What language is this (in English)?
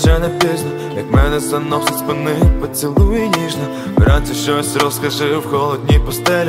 Ukrainian